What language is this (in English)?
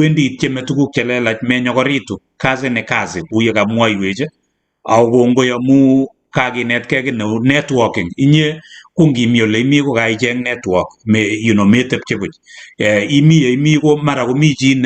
Kalenjin